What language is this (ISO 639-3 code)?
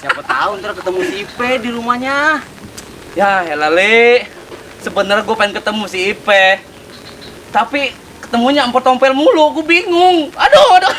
bew